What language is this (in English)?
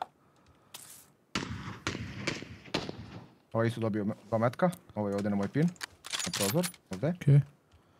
Croatian